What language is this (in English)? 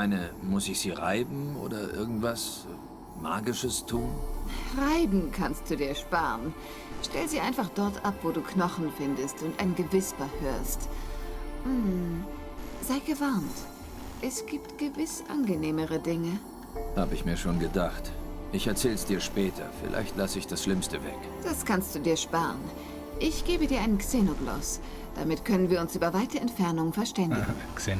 Swiss German